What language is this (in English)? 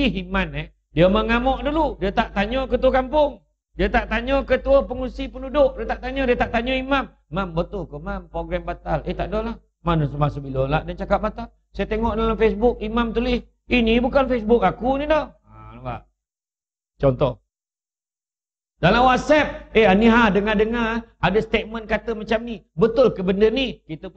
Malay